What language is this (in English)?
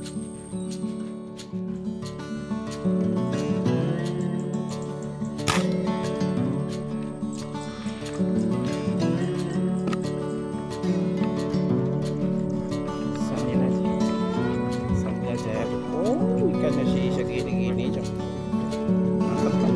Indonesian